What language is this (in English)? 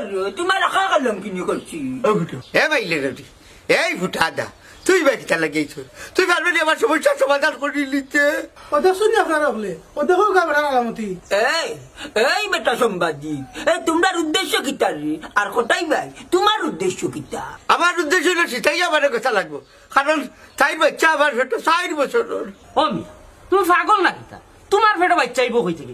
Sylheti